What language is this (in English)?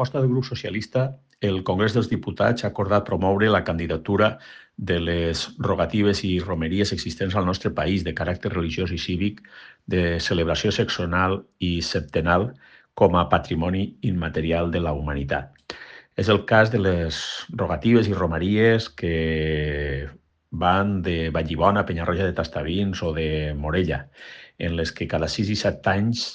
Catalan